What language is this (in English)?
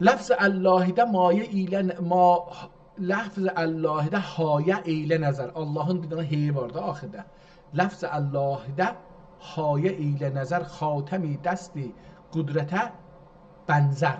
South Azerbaijani